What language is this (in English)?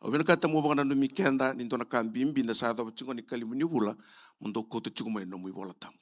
Fijian